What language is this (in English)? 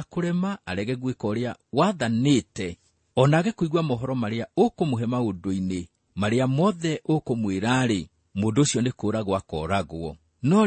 Kikuyu